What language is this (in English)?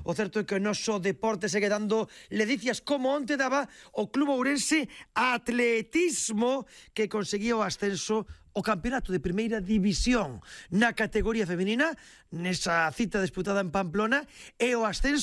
Galician